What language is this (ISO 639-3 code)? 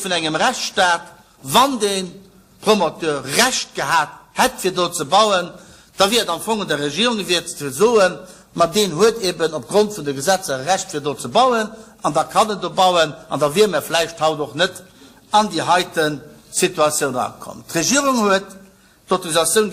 ltz